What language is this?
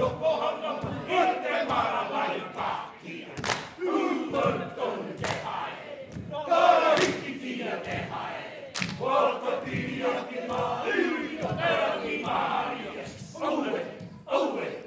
Māori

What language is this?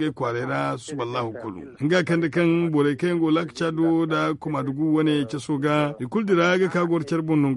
Zarma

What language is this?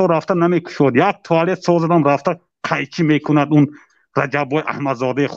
Tajik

